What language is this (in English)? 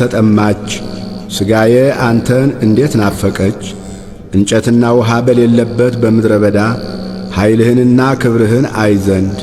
Amharic